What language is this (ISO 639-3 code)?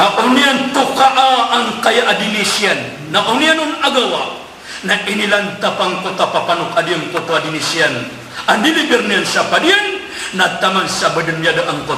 mrw